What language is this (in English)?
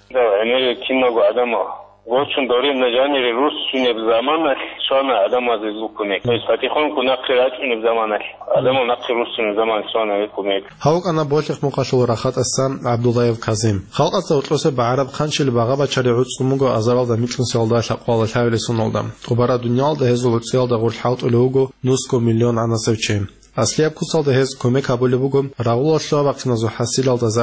Avaric